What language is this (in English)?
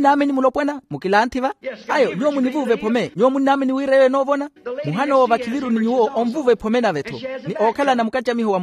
Makhuwa